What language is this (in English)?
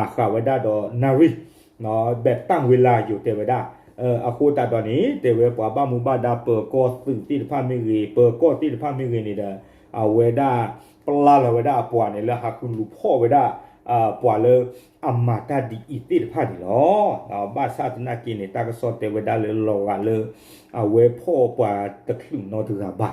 S'gaw Karen